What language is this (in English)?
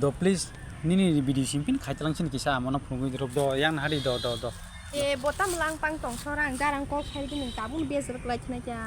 Kok Borok